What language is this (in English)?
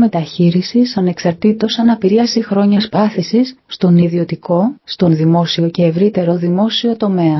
Greek